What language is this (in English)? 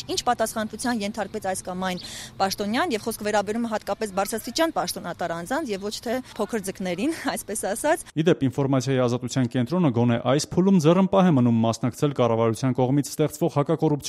Armenian